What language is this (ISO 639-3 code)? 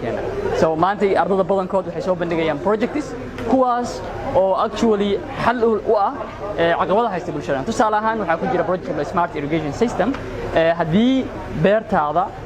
som